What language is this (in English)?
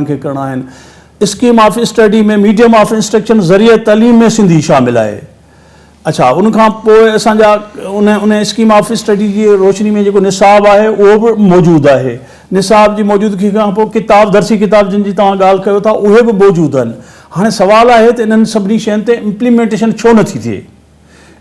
Sindhi